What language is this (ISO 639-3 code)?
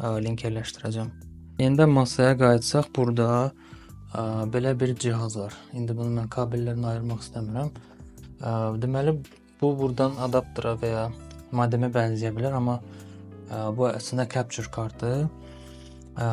aze